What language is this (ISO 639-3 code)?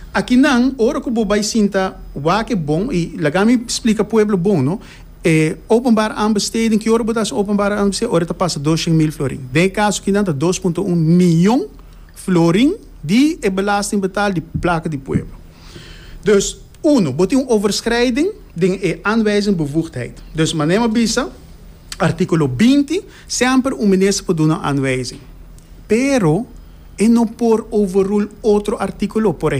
pap